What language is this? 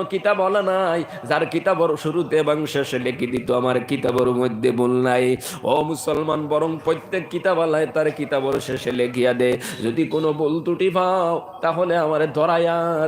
Sylheti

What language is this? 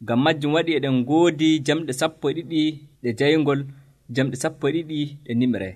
Nigerian Fulfulde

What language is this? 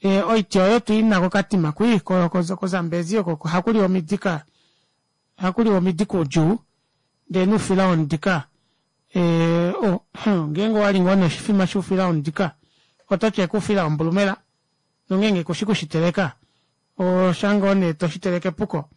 Kuanyama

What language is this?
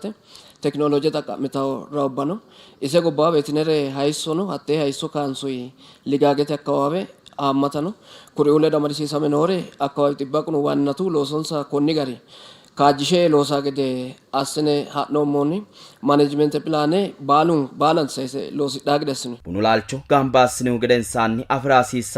Sidamo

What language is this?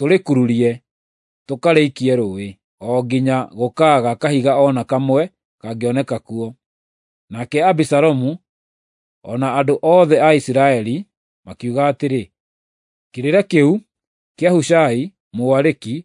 Kikuyu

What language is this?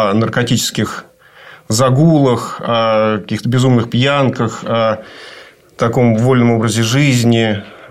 Russian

